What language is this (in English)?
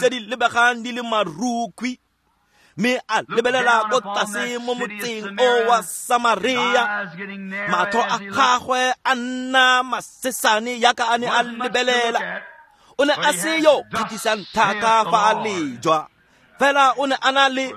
Tswana